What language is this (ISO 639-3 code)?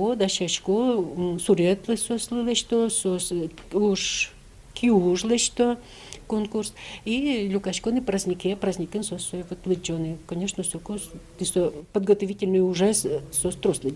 udm